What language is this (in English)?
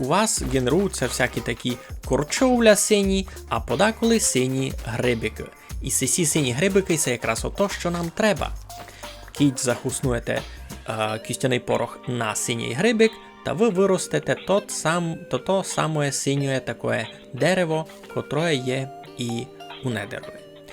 Rusyn